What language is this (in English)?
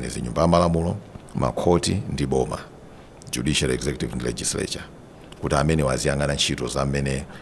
Nyanja